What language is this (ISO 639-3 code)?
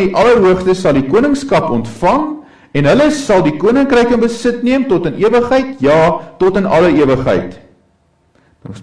afr